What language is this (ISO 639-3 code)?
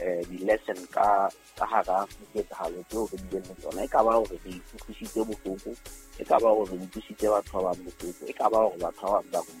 sot